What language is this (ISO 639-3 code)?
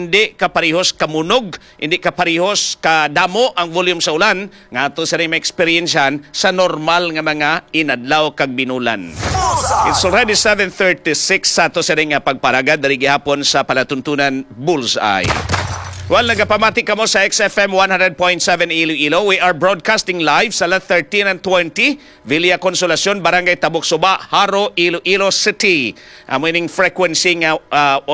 hil